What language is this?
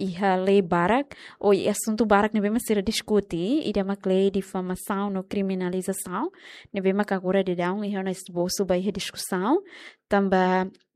Tetum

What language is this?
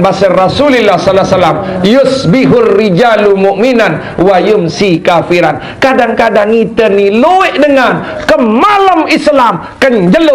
Sasak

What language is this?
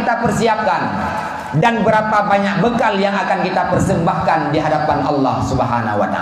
Achinese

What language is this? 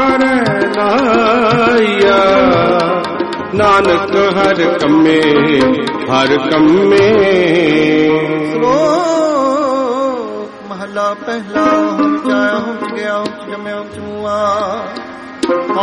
Punjabi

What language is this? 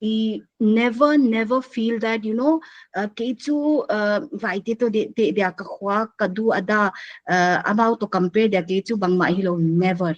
Paite Chin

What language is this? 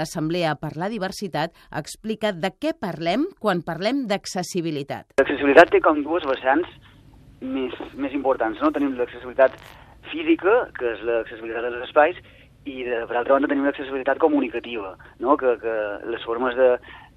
Catalan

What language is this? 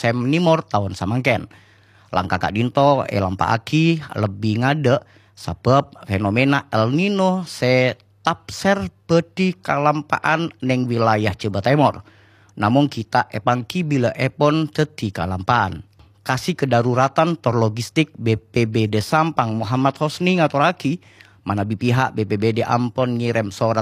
Madurese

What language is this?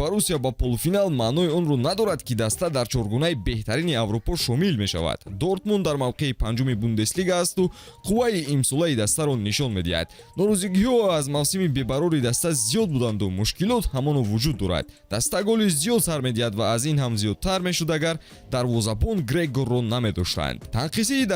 Tajik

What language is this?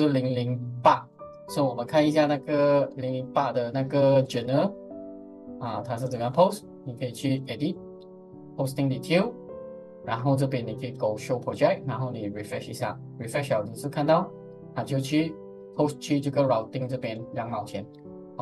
Chinese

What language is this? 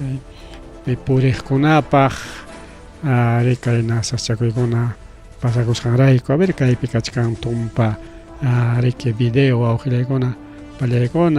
Ayacucho Quechua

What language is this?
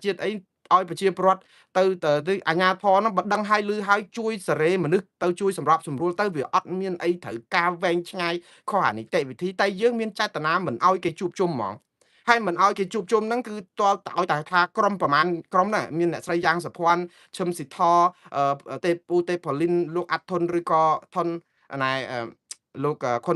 Khmer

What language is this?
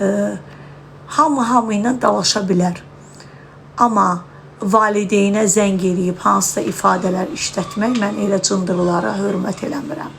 Azerbaijani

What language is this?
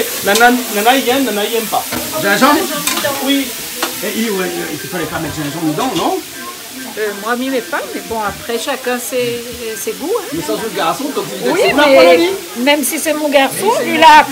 Réunion Creole French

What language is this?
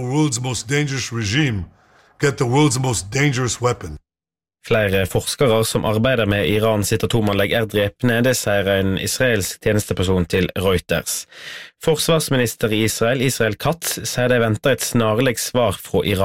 Norwegian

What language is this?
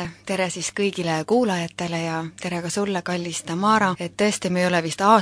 Estonian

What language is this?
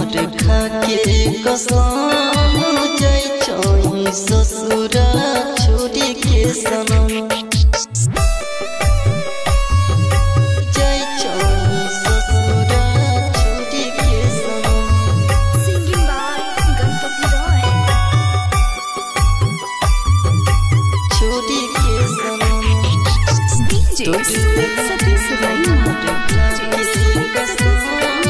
Bhojpuri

